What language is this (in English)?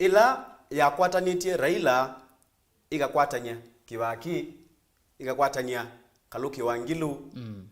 Kamba